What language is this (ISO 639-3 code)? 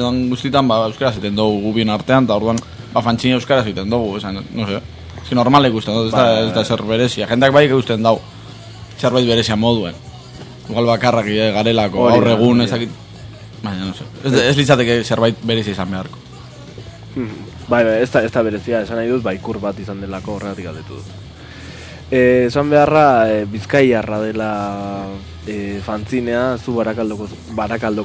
eus